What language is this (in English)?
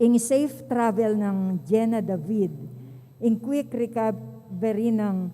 Pampanga